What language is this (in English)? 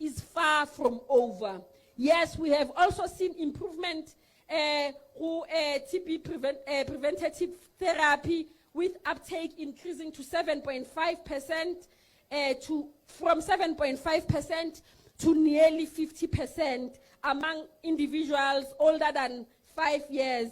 Tsonga